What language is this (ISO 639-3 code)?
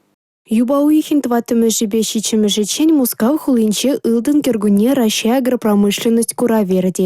chv